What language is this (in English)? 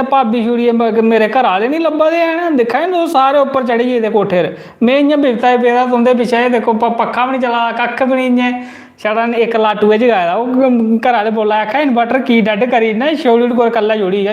Dogri